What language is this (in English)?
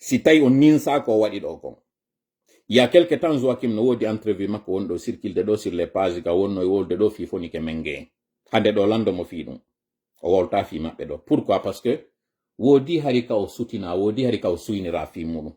Fula